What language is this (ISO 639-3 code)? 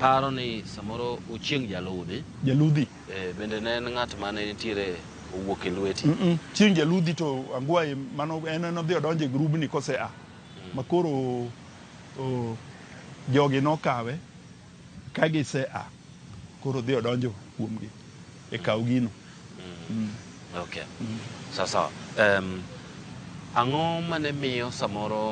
luo